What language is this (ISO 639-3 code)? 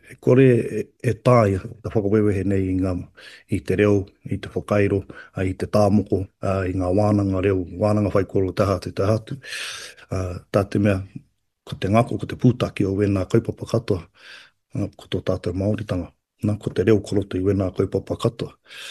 mri